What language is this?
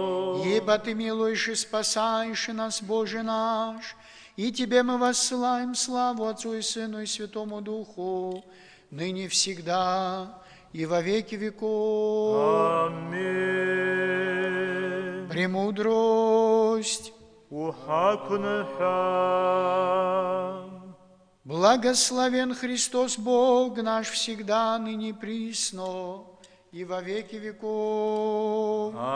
Abkhazian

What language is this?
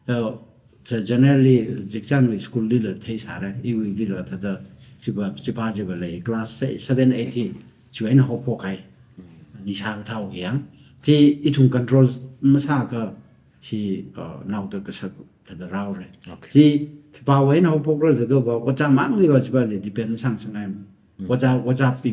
Tangkhul Naga (India)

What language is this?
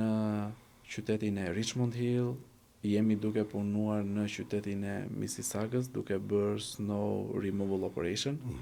Albanian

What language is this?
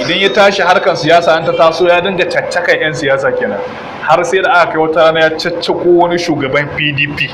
Hausa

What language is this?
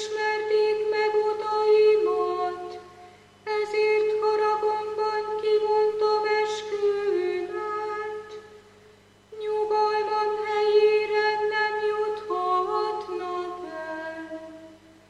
Hungarian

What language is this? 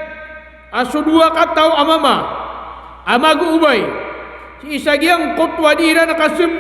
Maranao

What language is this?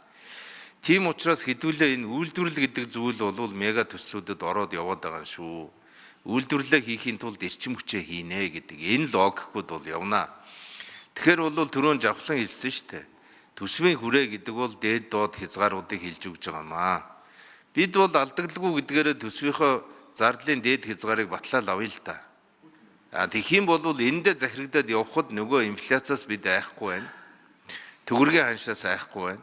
Mongolian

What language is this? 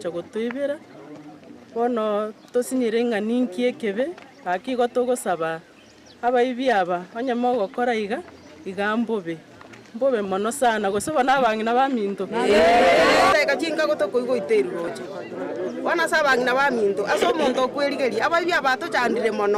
Gusii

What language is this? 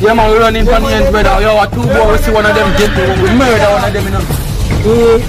Jamaican Creole English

